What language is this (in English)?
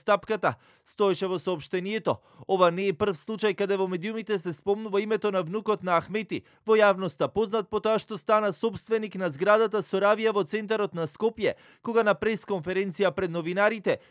Macedonian